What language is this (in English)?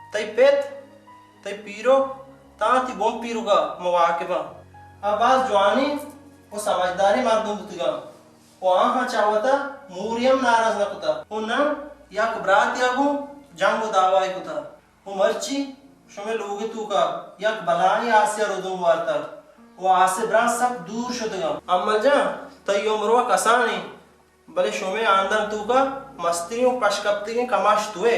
Baluchi